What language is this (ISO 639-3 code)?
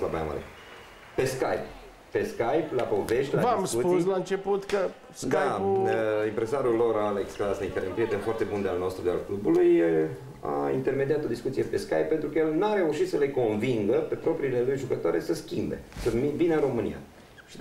ron